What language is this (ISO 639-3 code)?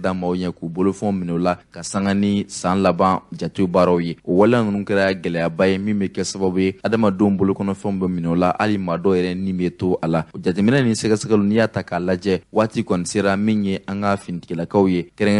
bam